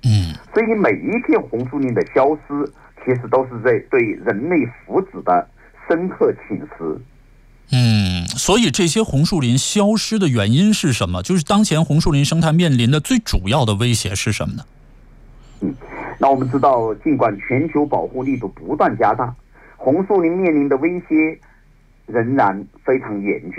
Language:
Chinese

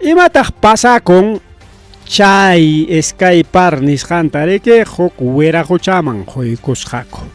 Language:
Ayacucho Quechua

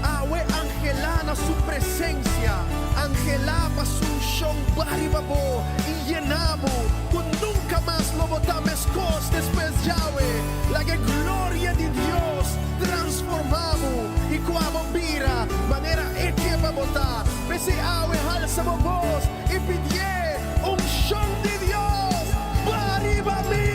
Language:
Papiamento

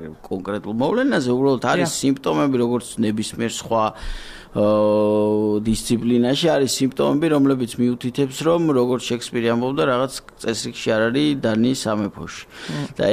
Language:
Georgian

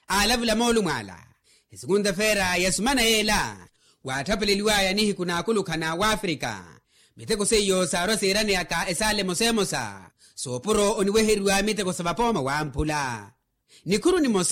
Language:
Makhuwa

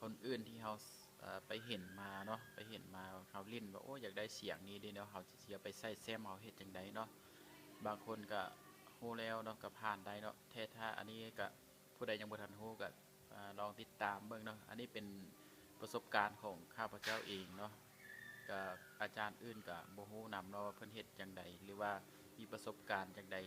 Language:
Lao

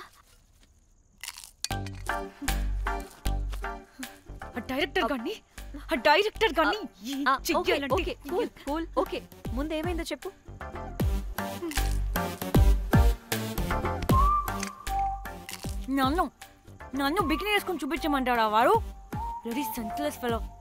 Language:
Telugu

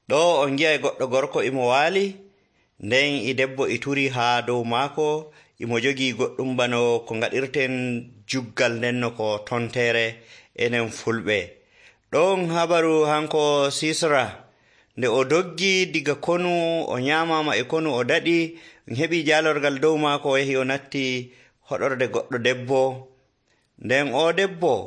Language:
Nigerian Fulfulde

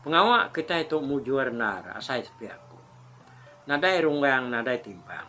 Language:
Iban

